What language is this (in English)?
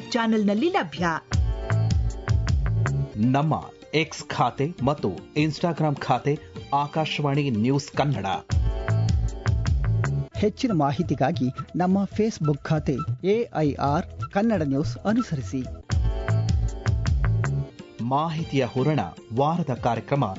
Kannada